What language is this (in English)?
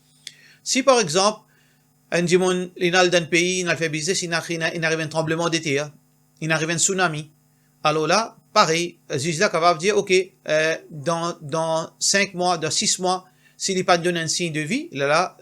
Morisyen